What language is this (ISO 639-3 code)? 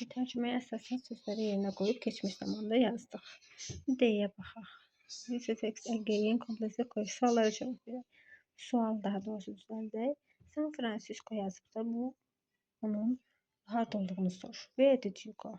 aze